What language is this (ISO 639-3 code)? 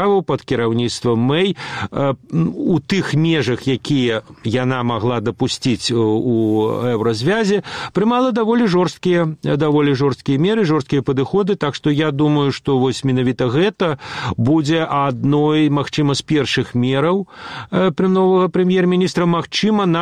bel